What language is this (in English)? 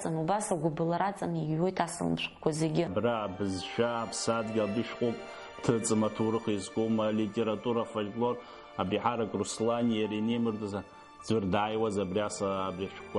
Abkhazian